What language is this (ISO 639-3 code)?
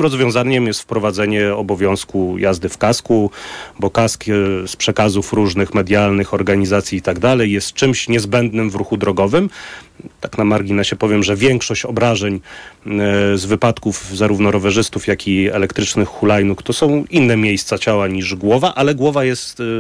pol